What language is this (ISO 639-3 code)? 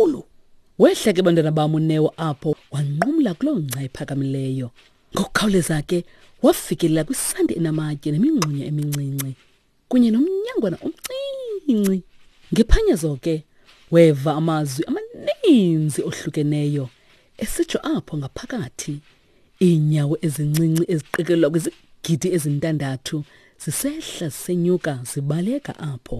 xho